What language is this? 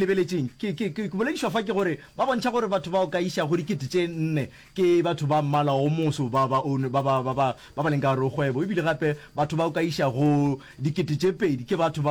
Northern Sotho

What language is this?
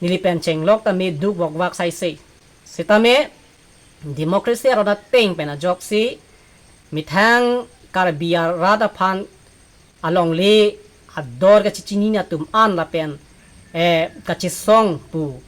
Karbi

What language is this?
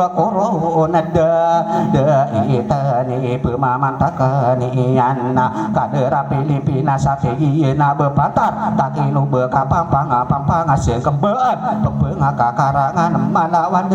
Maranao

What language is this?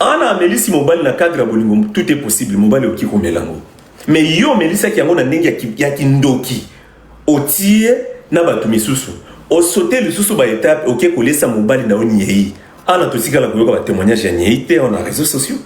Lingala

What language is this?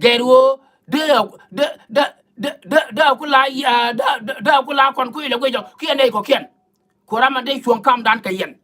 Nuer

